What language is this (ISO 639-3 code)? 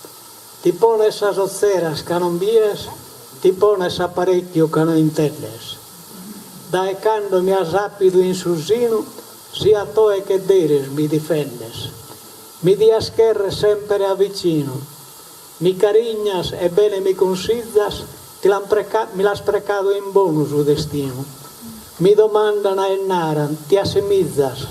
srd